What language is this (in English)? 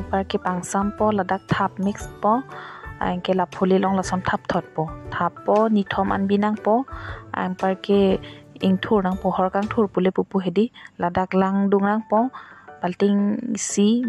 Karbi